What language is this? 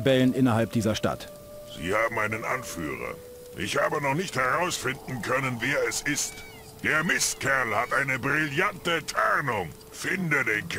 Bavarian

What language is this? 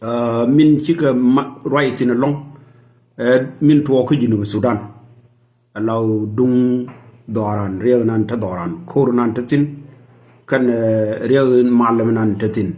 Nuer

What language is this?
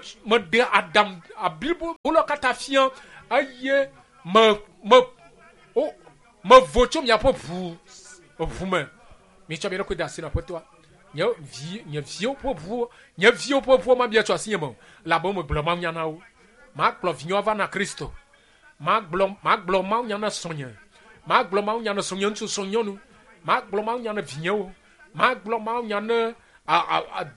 Ewe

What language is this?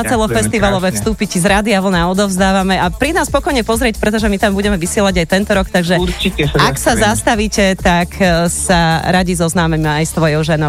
Slovak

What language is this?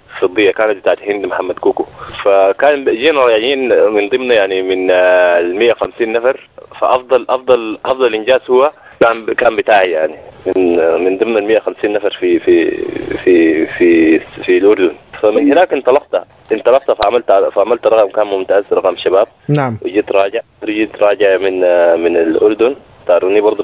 Sudanese Arabic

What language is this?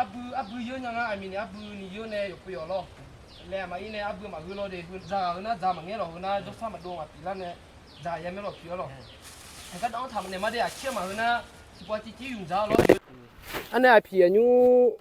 Akha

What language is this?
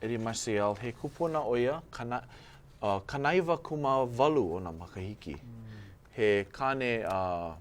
Hawaiian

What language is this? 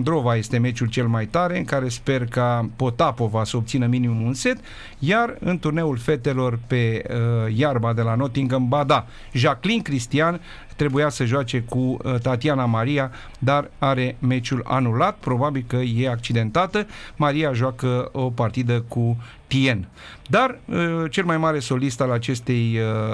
Romanian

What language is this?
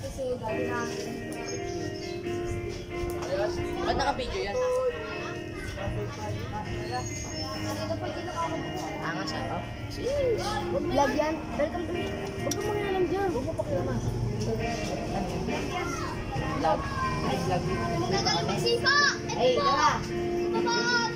Filipino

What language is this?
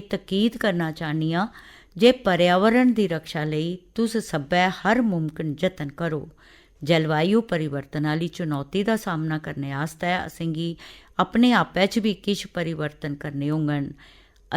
Dogri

